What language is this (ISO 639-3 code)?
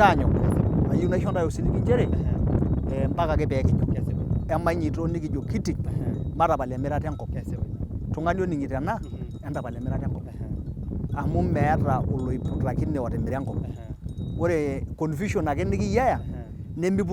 mas